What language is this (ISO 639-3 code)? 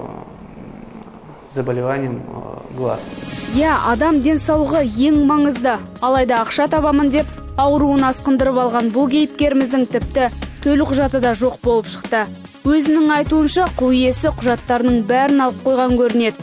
kaz